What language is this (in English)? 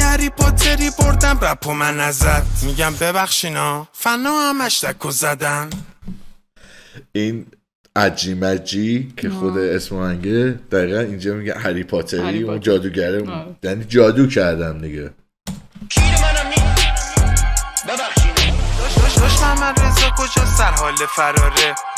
Persian